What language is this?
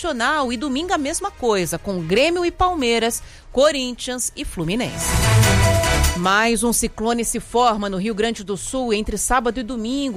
Portuguese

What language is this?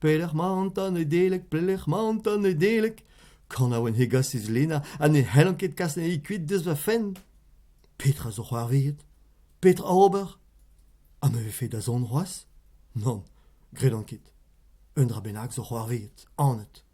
Breton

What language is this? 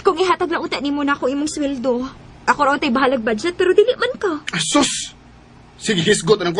Cebuano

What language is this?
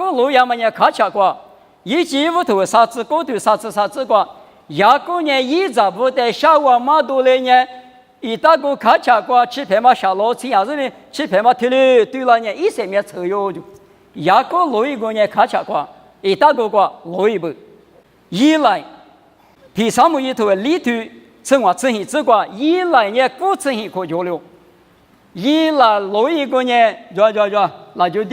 Lisu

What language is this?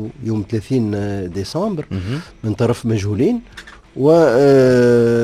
Tunisian Arabic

